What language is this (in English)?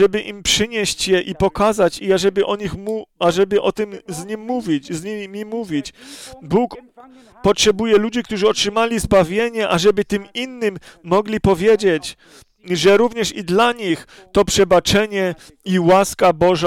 Polish